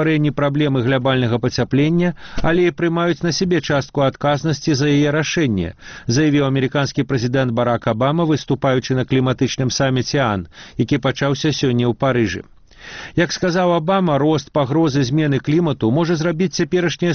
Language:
Belarusian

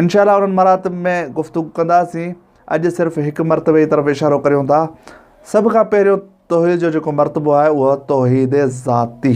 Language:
Sindhi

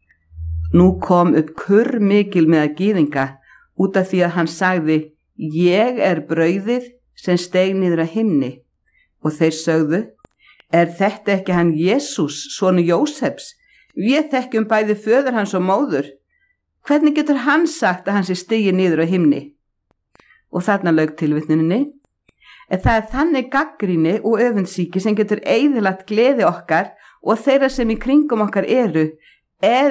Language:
Icelandic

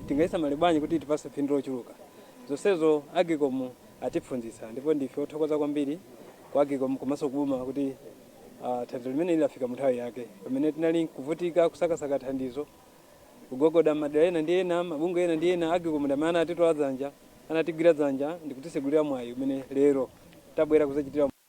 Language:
Nyanja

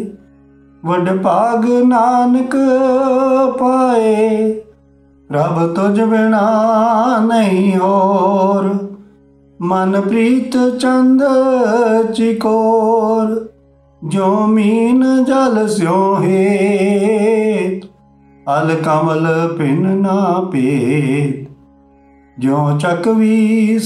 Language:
Punjabi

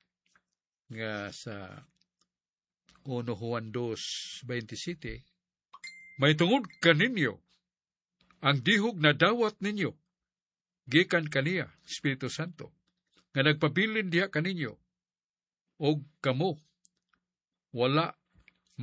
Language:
Cebuano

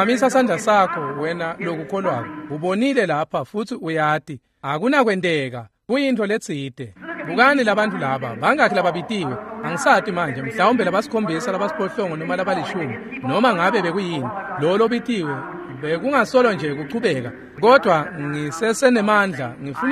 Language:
Swati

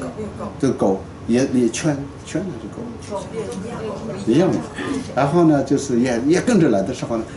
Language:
Chinese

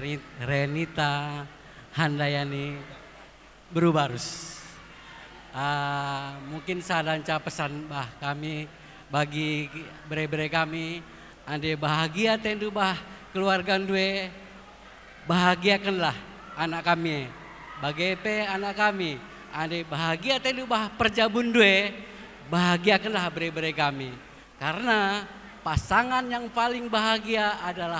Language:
Batak Karo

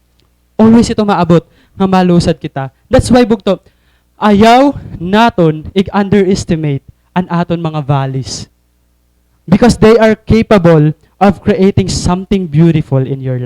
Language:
Waray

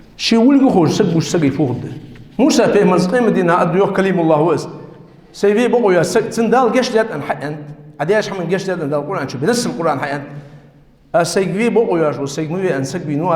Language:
Ingush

